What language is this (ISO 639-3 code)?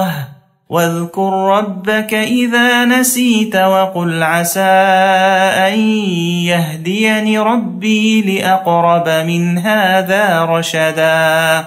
ara